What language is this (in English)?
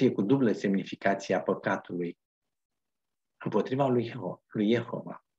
Romanian